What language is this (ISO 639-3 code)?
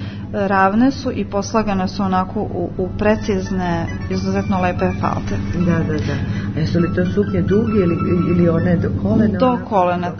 srp